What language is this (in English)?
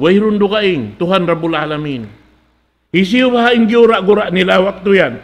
Tausug